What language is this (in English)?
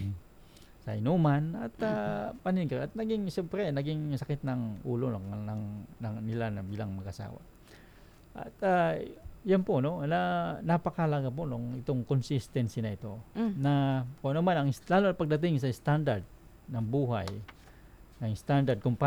Filipino